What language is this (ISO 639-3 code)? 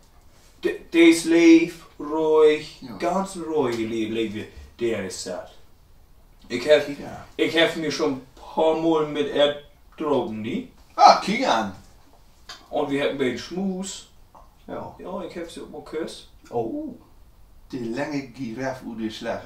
nds